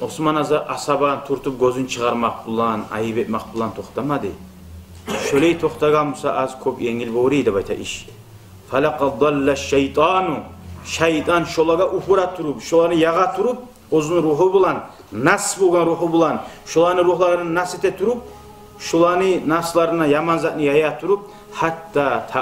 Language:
Kumyk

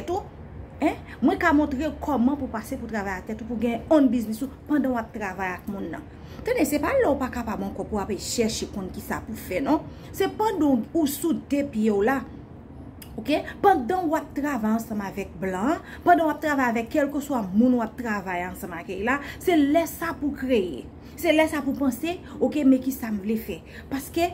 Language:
Haitian Creole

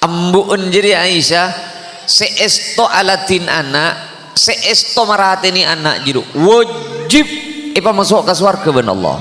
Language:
Madurese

